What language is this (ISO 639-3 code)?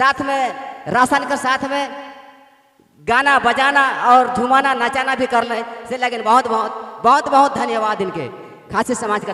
sck